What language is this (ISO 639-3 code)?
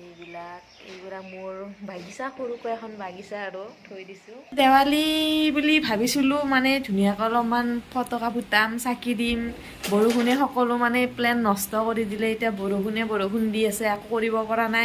asm